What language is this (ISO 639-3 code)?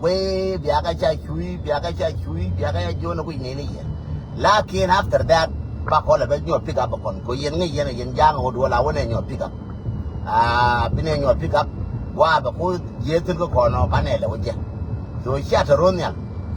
nus